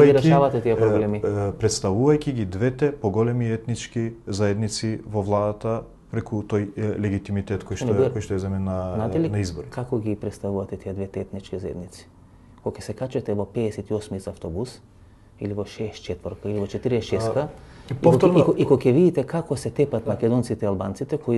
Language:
Macedonian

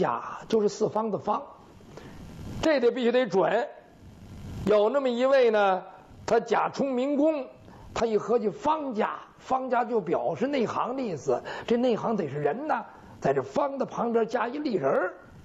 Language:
Chinese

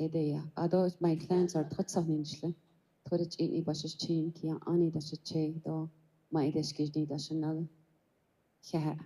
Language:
Navajo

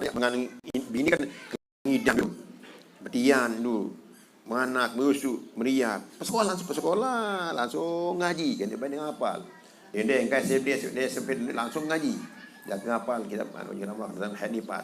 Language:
Sasak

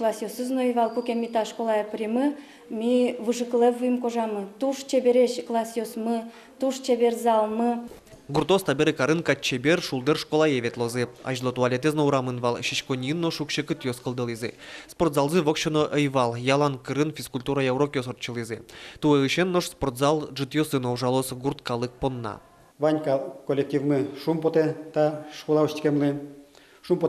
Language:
Udmurt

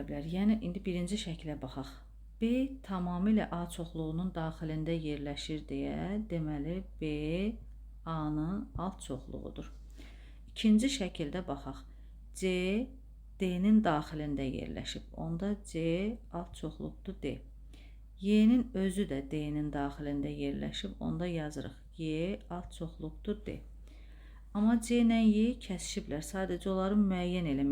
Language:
Azerbaijani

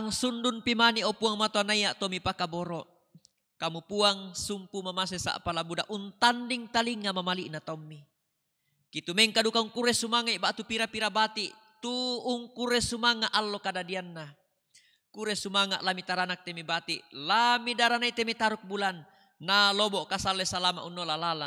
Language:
Toraja-Sa'dan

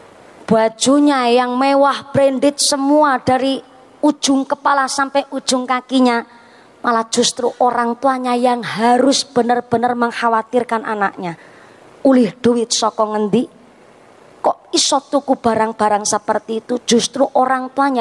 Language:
Javanese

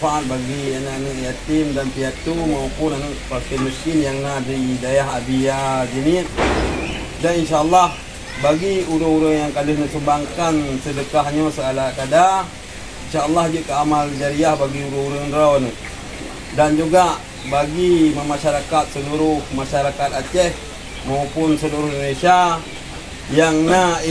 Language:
Achinese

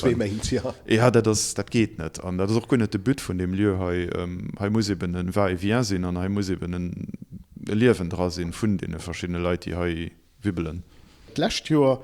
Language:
Luxembourgish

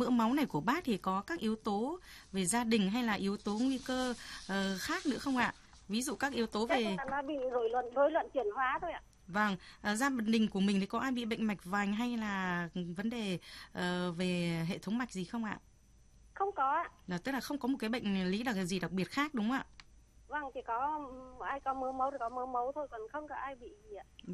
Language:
Vietnamese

